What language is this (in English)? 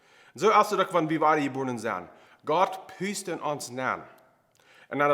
Plautdietsch